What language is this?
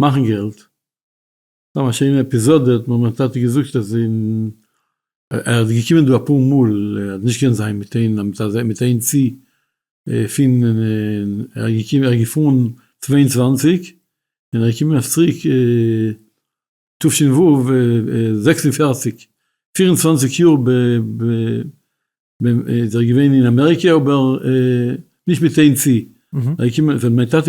Yiddish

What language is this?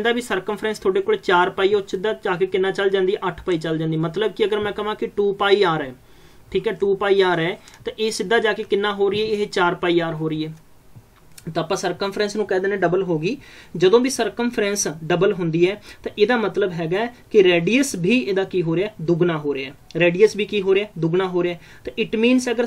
Punjabi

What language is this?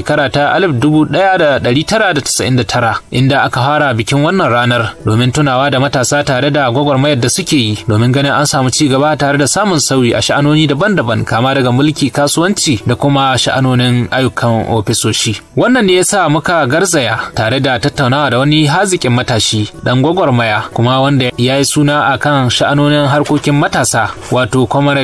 Hausa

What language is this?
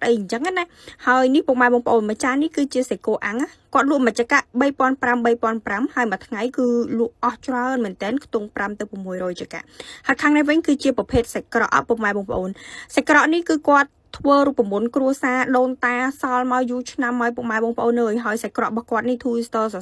Khmer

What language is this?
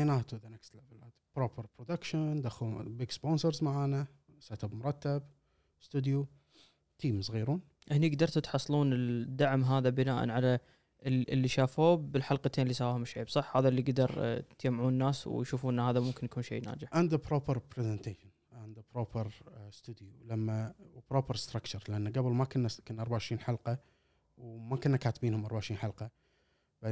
Gulf Arabic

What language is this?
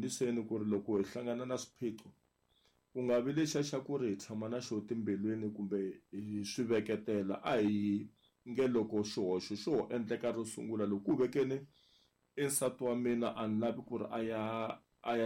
Tsonga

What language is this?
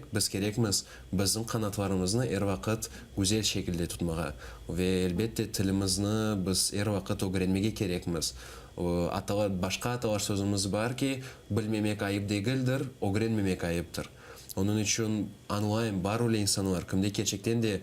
Crimean Tatar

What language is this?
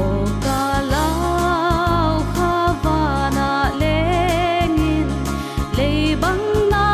Paite Chin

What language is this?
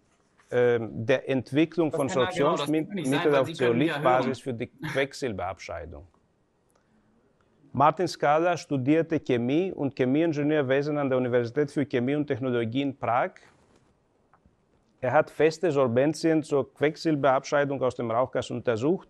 German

